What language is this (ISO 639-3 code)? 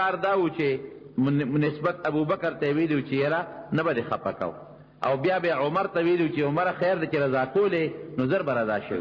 pus